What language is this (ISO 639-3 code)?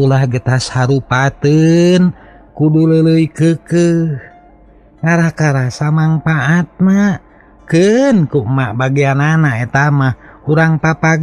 sun